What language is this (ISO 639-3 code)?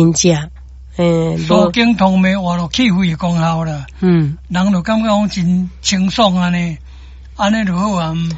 nan